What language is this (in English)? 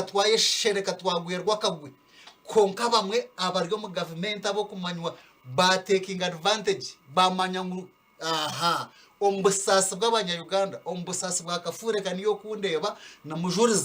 Nyankole